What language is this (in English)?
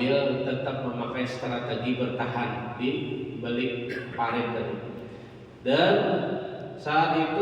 Banjar